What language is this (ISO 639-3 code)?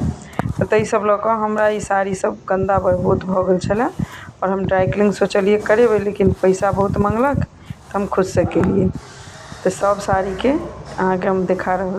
mai